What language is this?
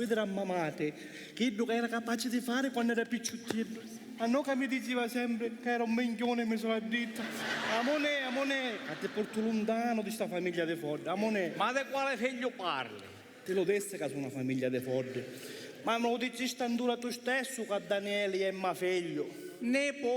Sicilian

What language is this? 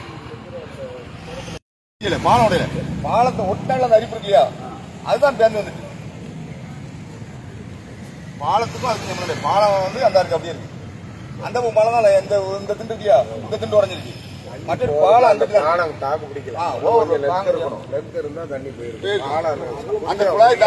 Tamil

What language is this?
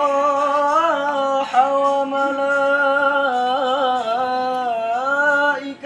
Betawi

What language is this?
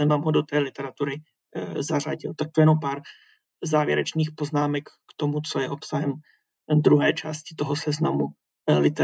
Czech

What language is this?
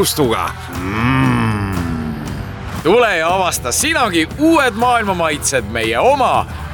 Estonian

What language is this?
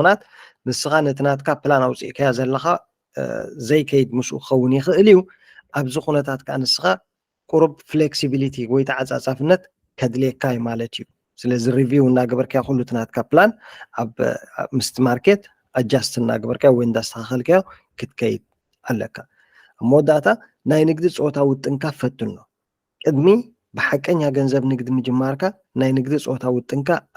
Tigrinya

